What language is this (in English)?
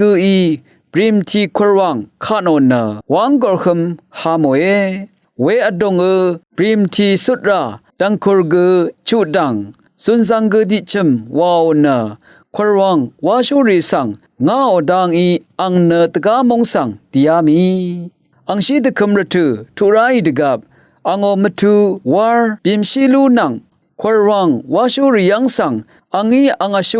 Rawang